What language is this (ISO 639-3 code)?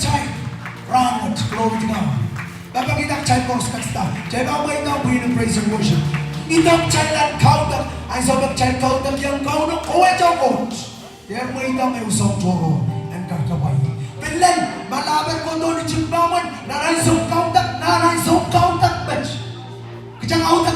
pon